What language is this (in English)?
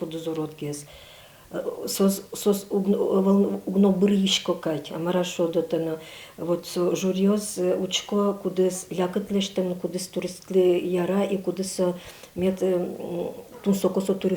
Udmurt